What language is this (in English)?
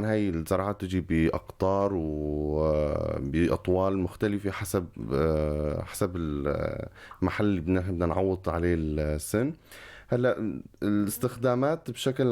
North Levantine Arabic